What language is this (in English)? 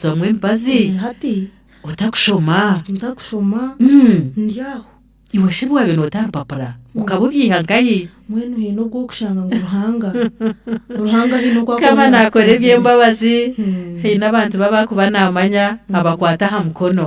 Nyankole